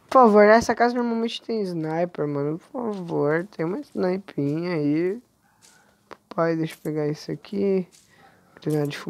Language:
Portuguese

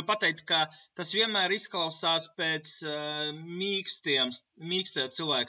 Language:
Latvian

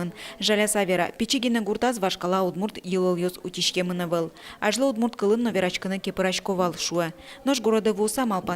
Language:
Udmurt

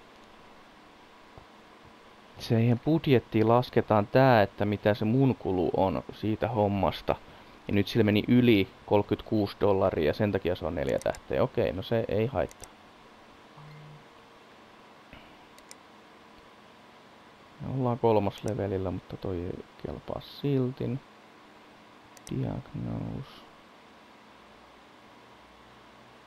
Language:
Finnish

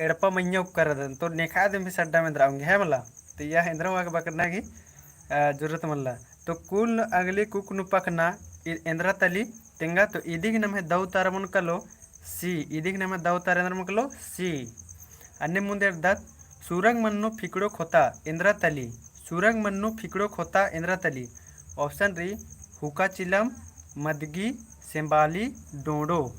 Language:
Kurukh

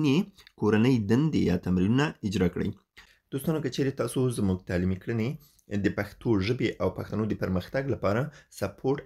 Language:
Pashto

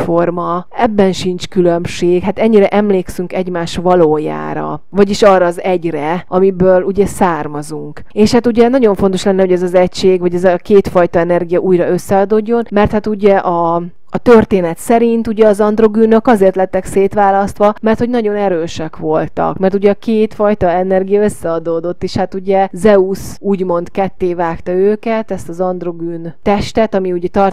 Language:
Hungarian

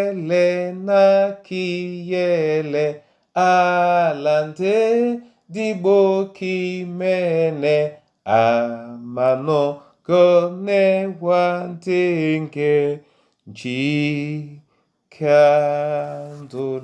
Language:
Duala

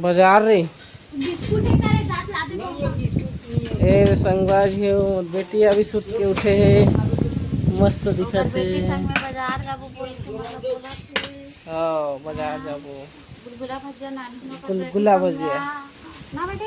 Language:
Chhattisgarhi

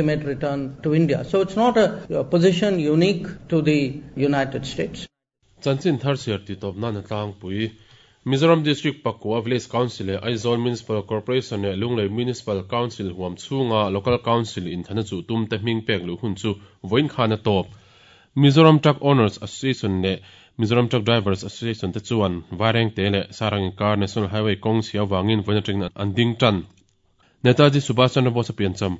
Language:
Mizo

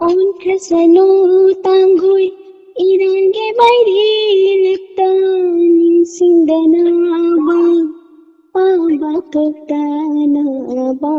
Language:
Manipuri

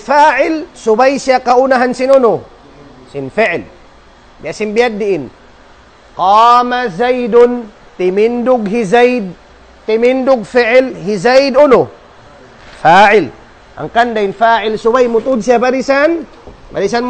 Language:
Tausug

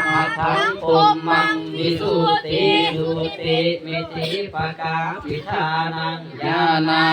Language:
Pali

